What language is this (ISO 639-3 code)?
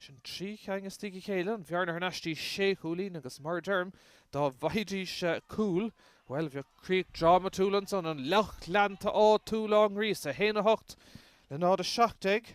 gle